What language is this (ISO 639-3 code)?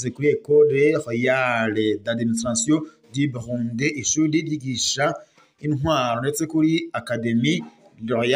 run